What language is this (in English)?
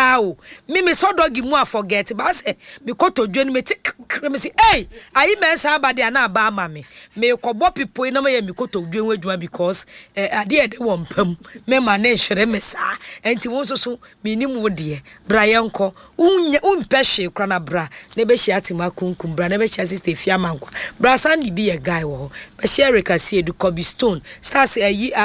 Akan